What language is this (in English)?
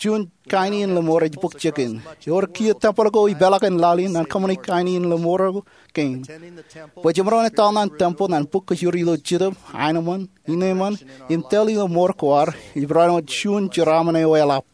Marshallese